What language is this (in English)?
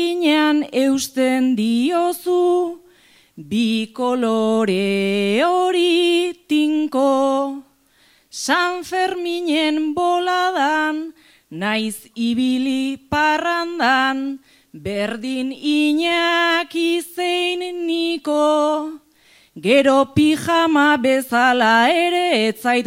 Basque